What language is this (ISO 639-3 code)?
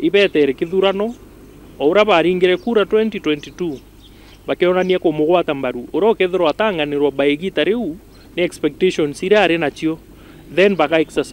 mer